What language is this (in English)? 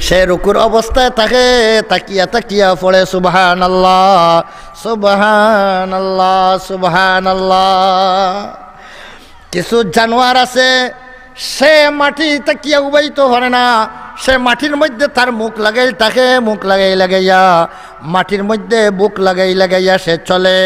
Sylheti